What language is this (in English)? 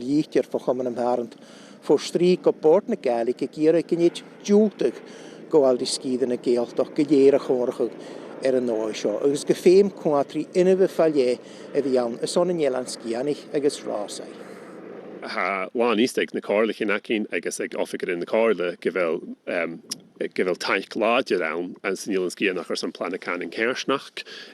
Scottish Gaelic